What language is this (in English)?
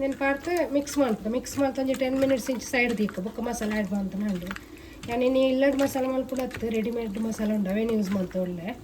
Tulu